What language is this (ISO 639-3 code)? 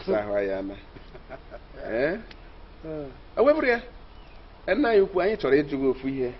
ibo